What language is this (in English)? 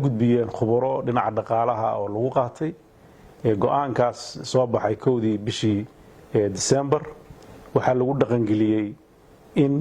Somali